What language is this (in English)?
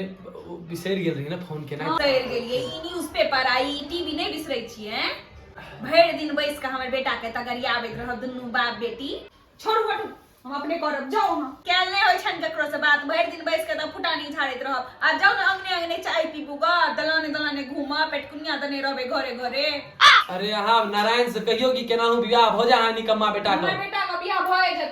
Maithili